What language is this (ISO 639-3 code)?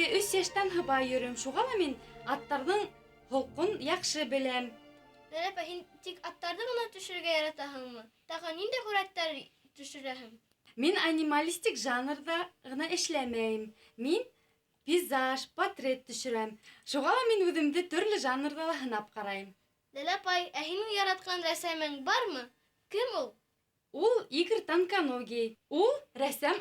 bak